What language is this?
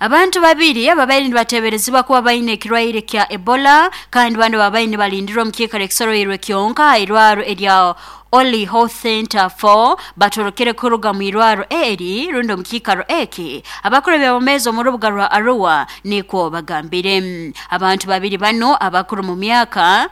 Nyankole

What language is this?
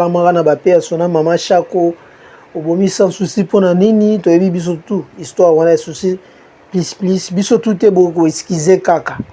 Lingala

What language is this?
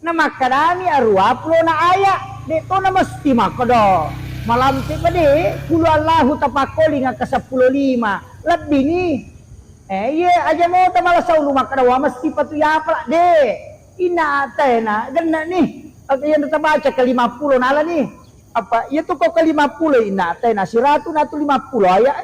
Buginese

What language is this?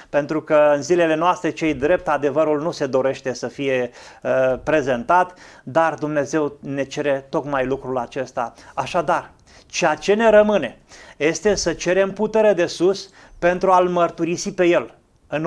Romanian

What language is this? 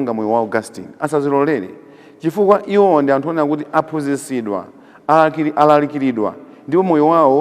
Nyanja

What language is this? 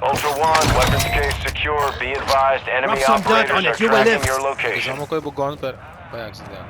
Papiamento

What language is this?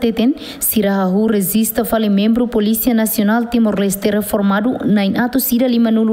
Tetum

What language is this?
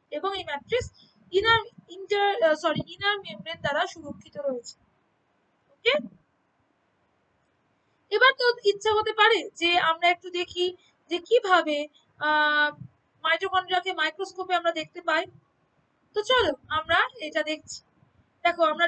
Bangla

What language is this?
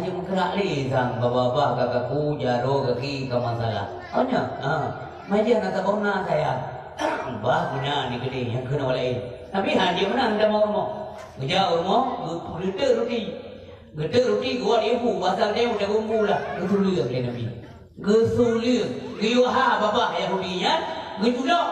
Achinese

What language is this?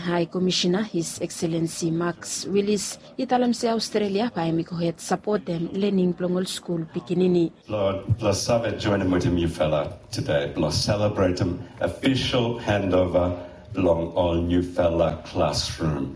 Bislama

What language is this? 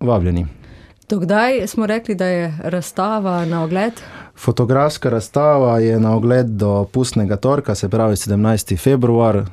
Slovenian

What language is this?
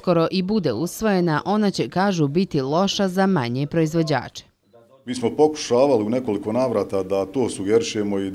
Bosnian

